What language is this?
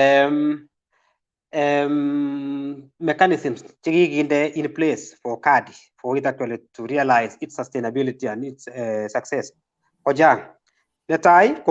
Kalenjin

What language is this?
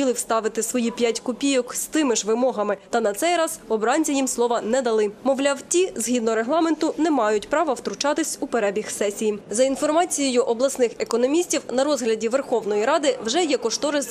Ukrainian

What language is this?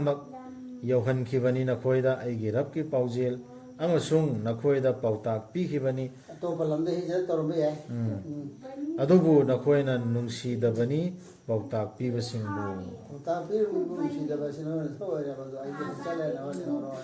Manipuri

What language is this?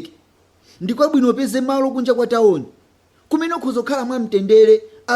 Nyanja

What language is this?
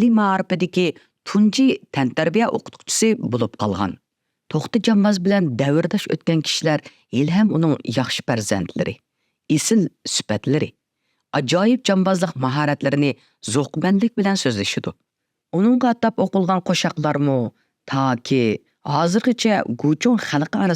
Uyghur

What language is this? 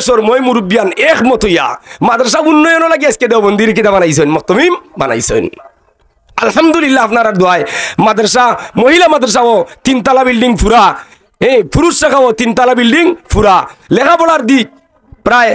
Sylheti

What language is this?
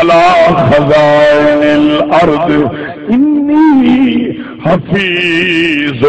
Saraiki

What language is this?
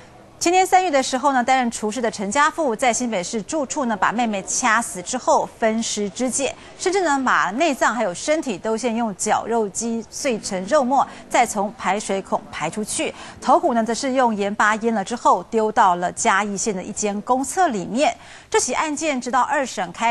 Chinese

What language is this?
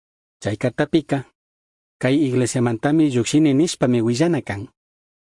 Chimborazo Highland Quichua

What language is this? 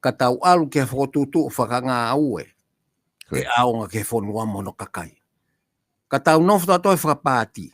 Tongan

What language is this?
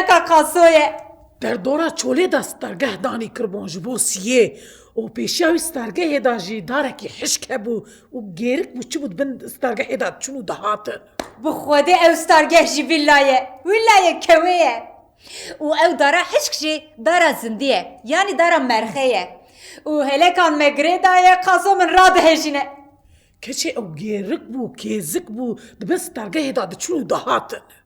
Kurdish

